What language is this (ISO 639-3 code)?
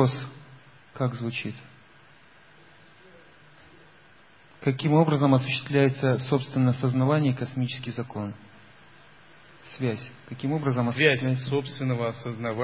rus